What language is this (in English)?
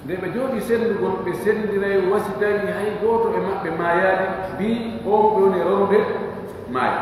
Pular